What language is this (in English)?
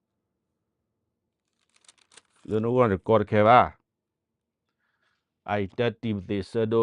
S'gaw Karen